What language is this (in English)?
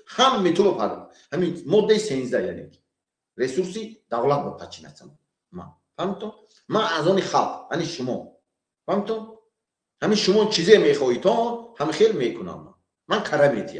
Tajik